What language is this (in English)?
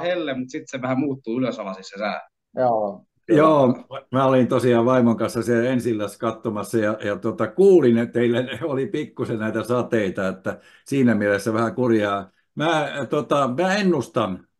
Finnish